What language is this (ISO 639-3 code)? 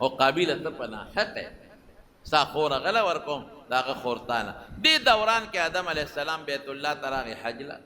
pus